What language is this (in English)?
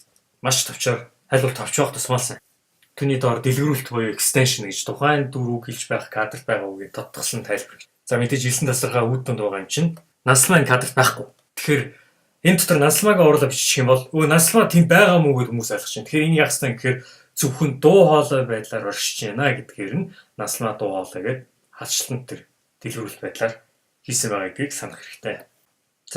Mongolian